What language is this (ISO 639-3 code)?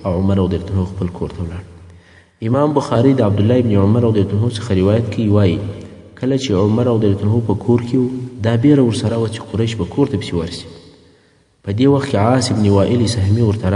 pus